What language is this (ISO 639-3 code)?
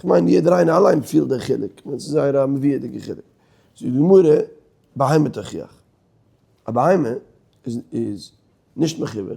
yid